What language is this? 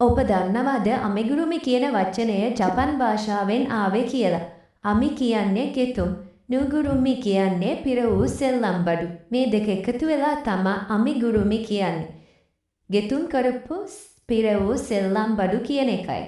Sinhala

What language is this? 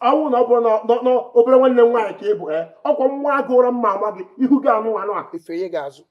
Igbo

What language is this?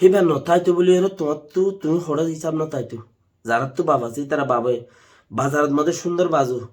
Rohingya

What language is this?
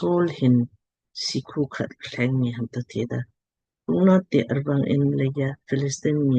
Lamkang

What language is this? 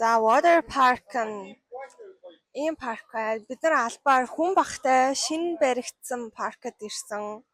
Mongolian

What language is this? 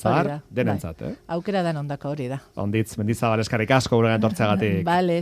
Basque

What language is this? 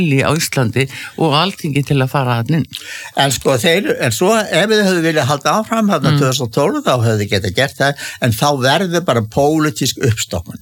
Icelandic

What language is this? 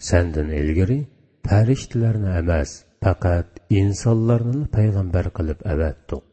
Uyghur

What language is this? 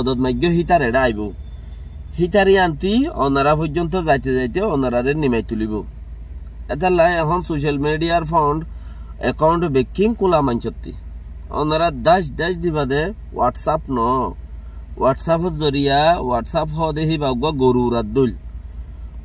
Rohingya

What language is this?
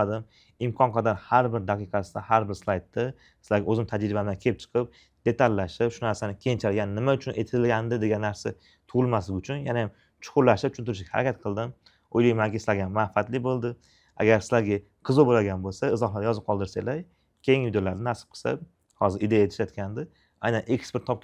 Uzbek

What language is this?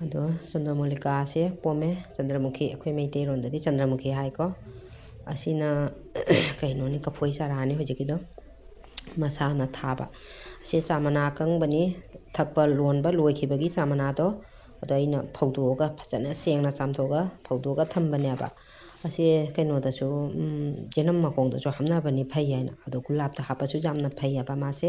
Manipuri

